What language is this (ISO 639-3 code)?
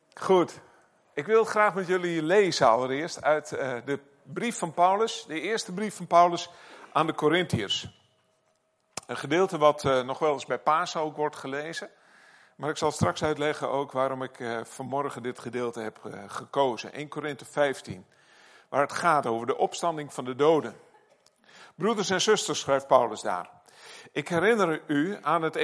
nld